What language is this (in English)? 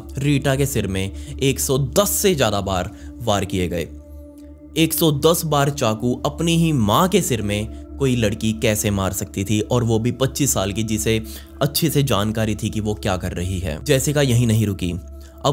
Hindi